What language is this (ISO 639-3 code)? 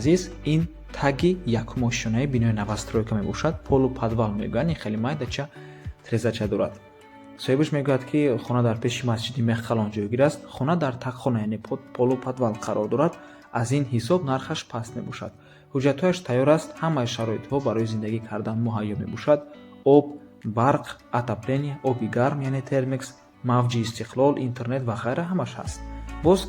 tgk